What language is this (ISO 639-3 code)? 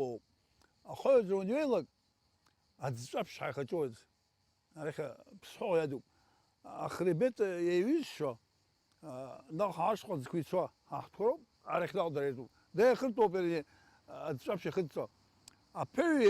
abk